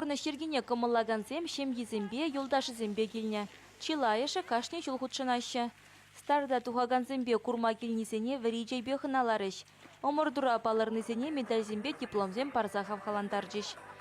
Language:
Chuvash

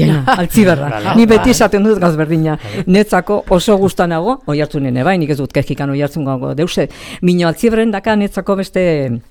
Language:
Basque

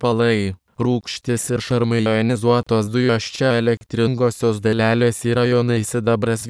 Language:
Lithuanian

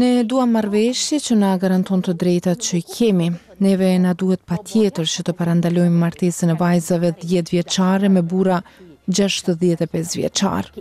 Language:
Albanian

